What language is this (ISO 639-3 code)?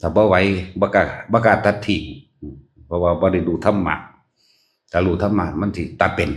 tts